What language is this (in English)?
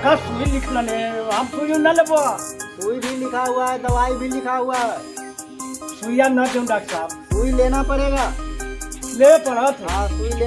Magahi